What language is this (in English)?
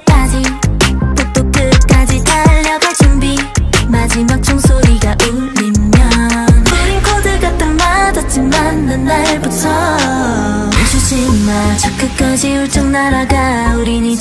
Korean